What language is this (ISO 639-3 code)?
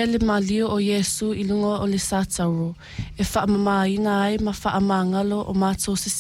smo